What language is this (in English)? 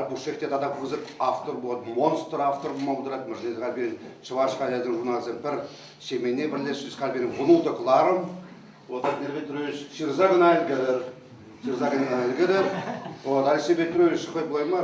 Chuvash